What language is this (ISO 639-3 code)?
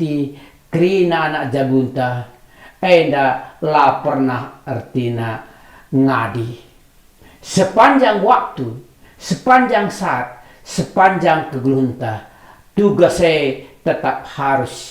btx